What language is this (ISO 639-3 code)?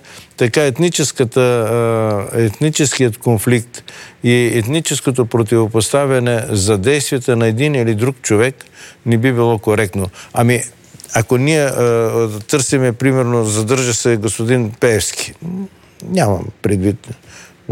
bul